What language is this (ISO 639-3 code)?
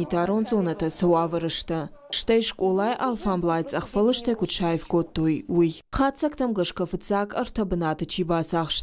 oss